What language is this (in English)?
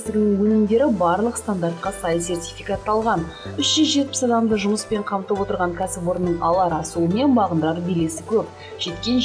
Kazakh